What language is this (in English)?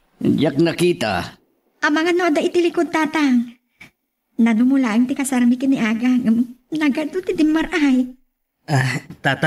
Iloko